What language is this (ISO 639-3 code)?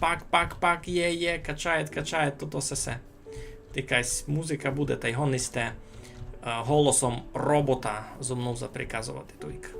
rue